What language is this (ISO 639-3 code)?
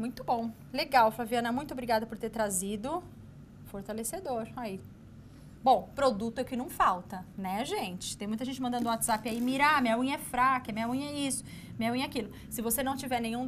por